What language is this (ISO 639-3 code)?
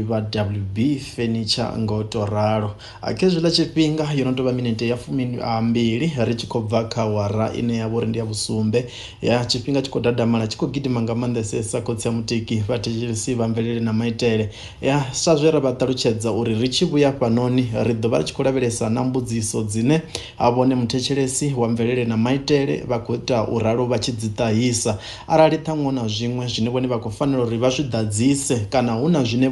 ven